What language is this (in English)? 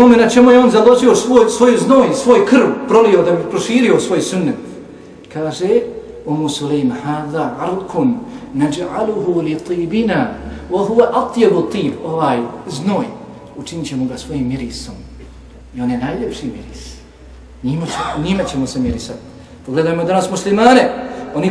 Bosnian